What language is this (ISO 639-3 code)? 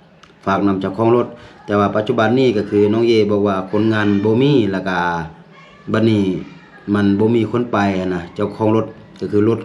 lao